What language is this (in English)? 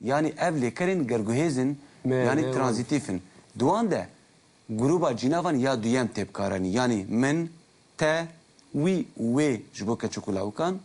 Kurdish